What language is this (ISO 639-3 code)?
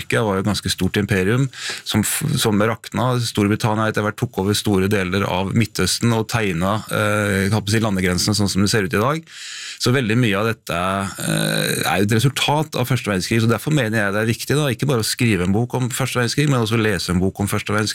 nor